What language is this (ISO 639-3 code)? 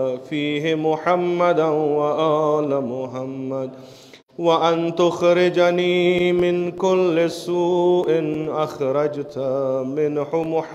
ara